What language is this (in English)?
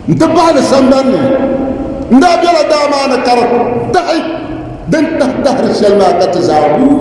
Dagbani